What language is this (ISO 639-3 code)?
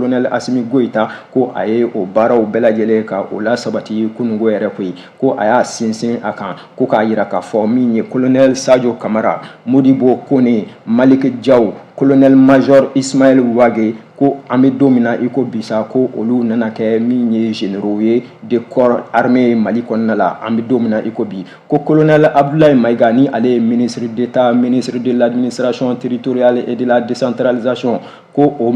bam